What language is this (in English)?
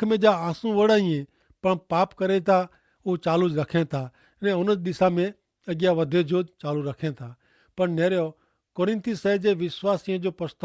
Kachhi